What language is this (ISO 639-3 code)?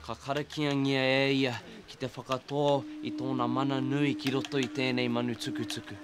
mri